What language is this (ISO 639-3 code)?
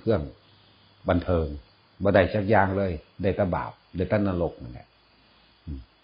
tts